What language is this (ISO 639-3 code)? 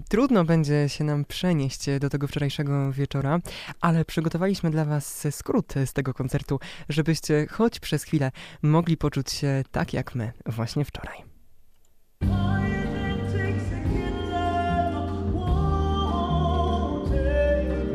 pol